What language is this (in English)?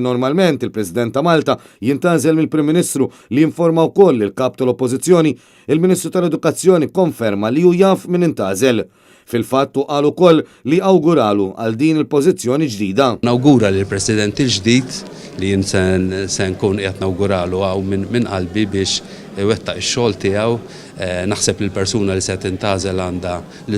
Maltese